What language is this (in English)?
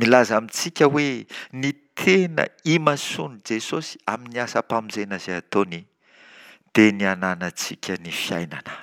Malagasy